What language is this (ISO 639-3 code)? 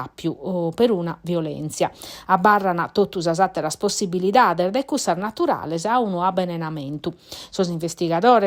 srd